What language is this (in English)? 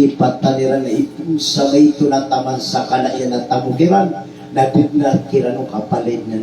Maranao